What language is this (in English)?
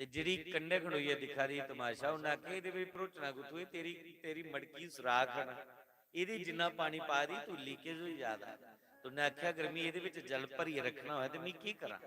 Dogri